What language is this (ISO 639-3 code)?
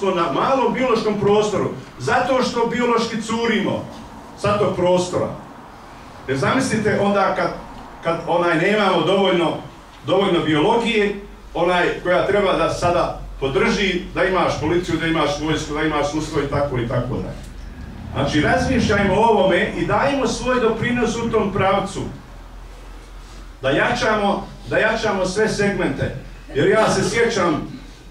bos